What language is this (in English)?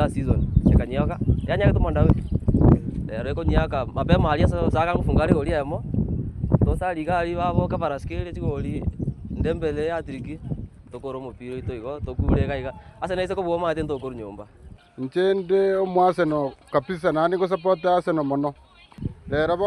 Gusii